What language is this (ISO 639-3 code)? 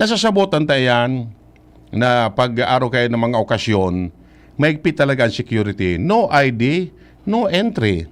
bik